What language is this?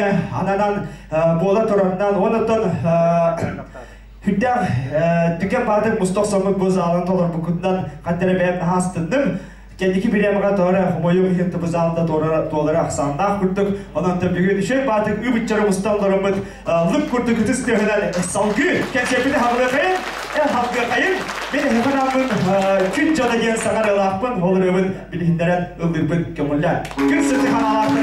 Yakut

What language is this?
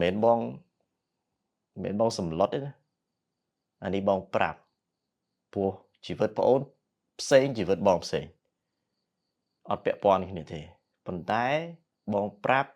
Khmer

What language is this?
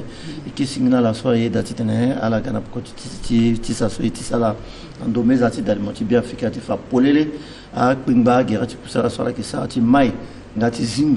Sango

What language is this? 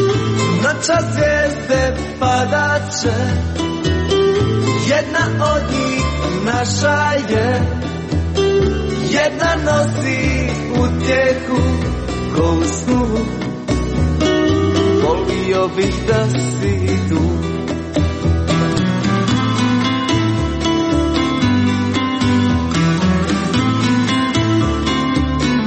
Croatian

